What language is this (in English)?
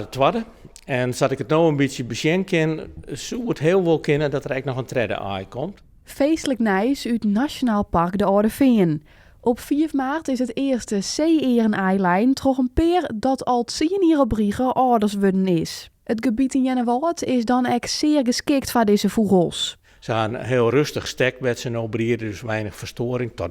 Western Frisian